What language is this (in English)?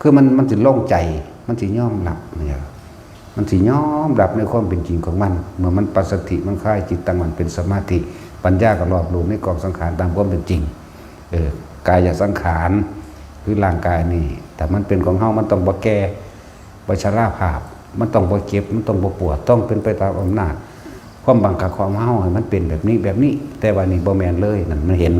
Lao